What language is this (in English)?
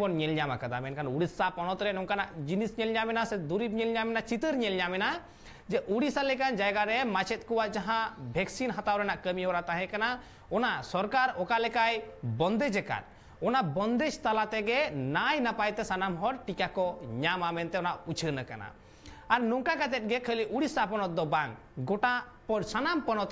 Santali